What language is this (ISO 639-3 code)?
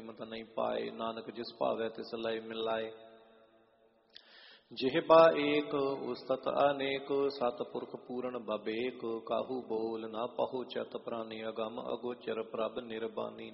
pan